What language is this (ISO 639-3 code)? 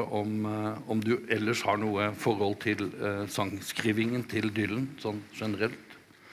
nor